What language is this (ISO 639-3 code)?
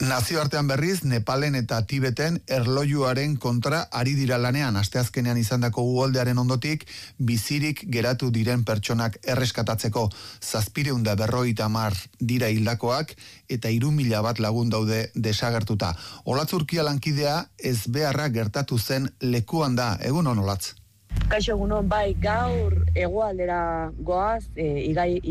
eus